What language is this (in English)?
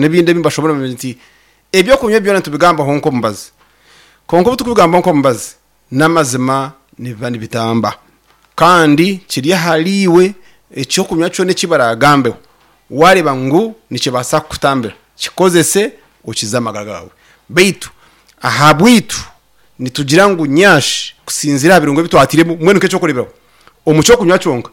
Nyankole